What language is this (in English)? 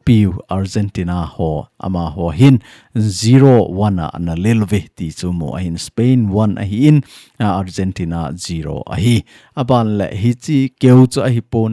Thado Chin